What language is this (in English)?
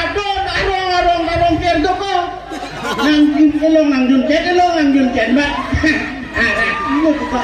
Karbi